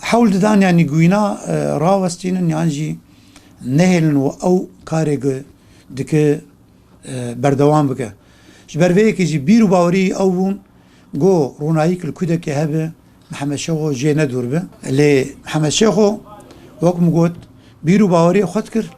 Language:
Kurdish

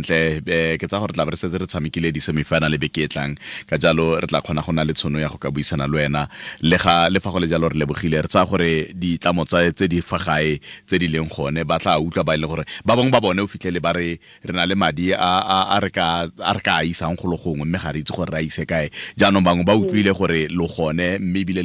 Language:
Tswana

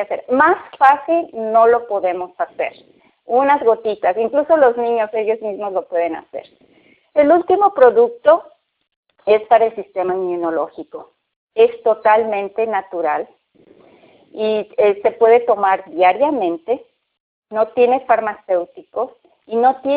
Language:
Spanish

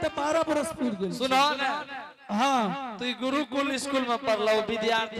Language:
Angika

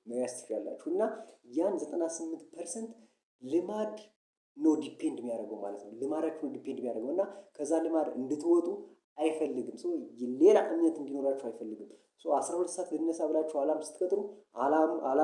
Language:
Amharic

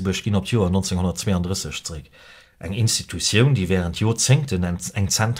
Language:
Luxembourgish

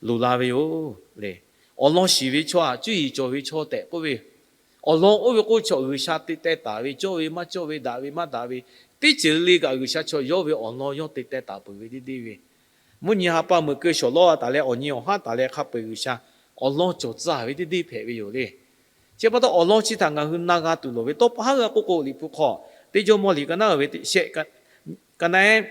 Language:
Lahu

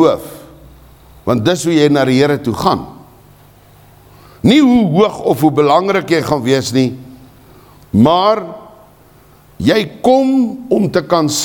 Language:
Afrikaans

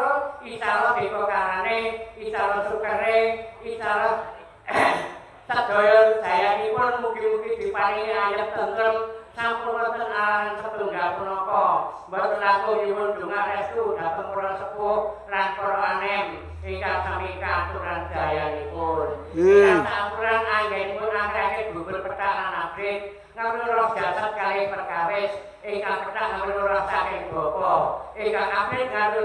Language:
Javanese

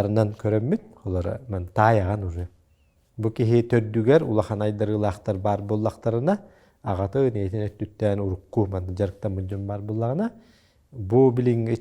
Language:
Yakut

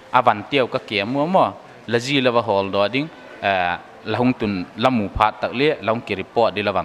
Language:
Paite Chin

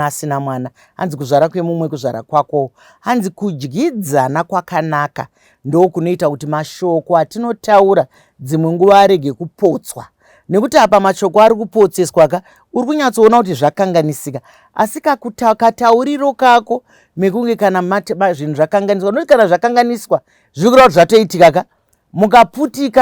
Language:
Shona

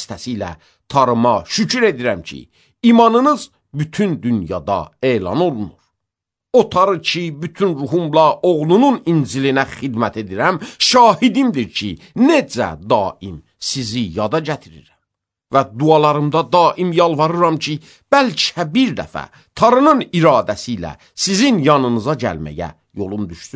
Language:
Azerbaijani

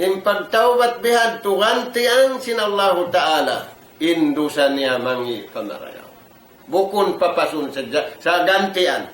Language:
Tausug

